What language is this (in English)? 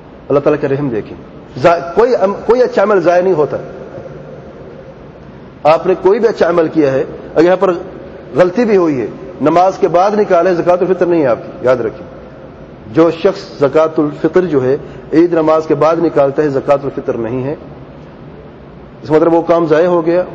Urdu